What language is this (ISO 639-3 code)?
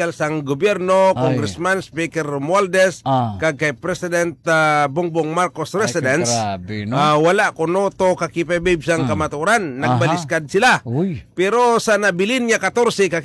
hil